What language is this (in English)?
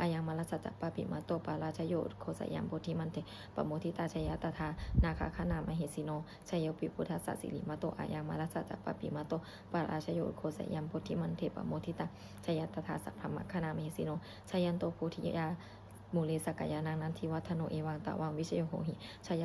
Pali